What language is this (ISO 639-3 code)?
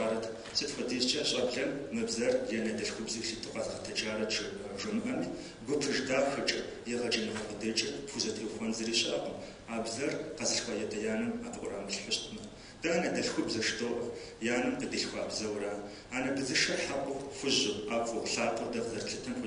kbd